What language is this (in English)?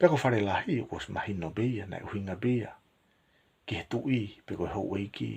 Tongan